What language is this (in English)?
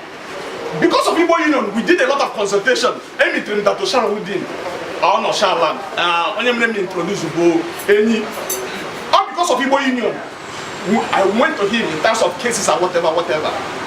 Igbo